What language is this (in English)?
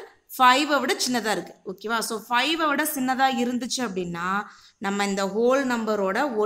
Tamil